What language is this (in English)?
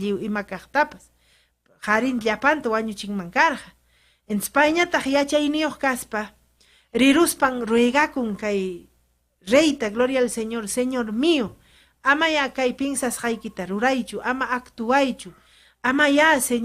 Ayacucho Quechua